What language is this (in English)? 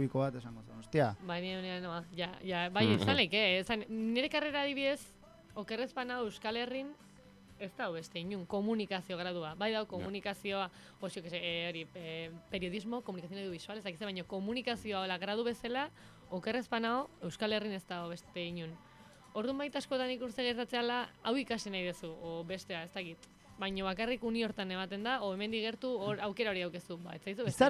Basque